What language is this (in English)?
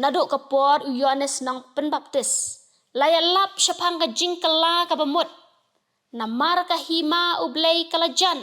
Khasi